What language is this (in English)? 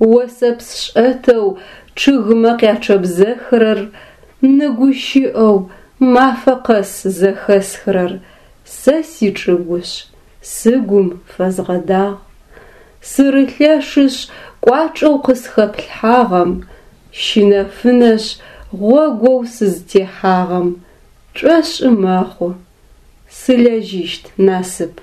Adyghe